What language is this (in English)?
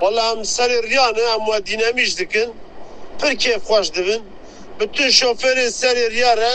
Kurdish